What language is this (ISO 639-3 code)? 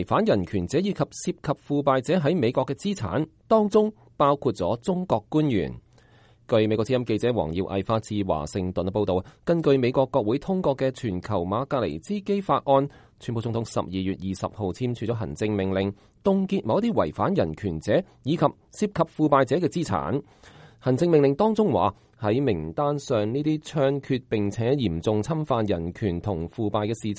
yue